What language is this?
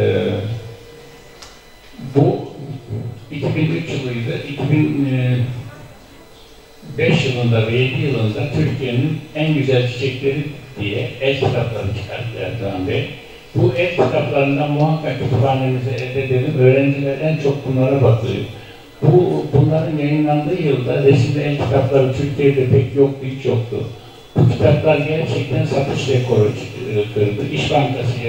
Turkish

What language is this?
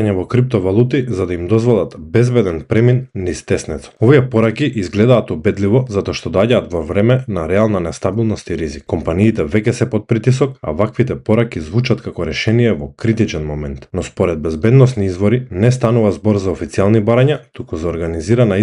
Macedonian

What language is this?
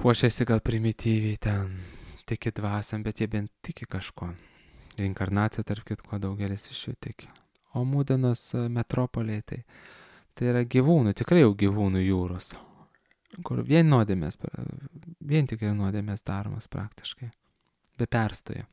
Lithuanian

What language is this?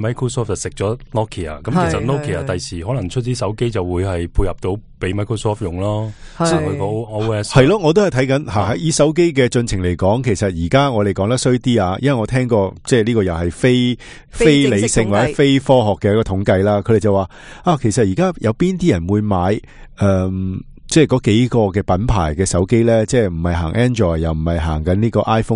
Cantonese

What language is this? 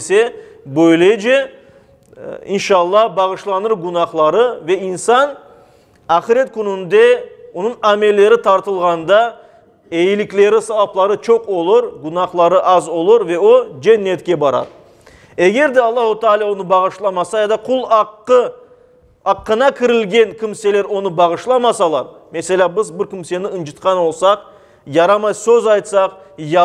Crimean Tatar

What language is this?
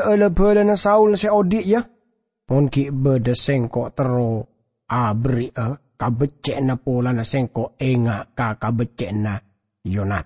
Madurese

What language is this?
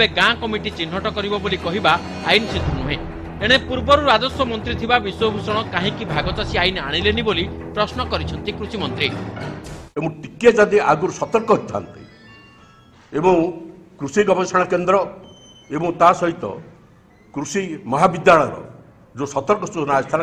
Odia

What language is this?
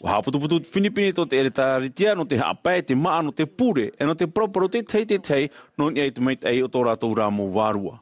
Tahitian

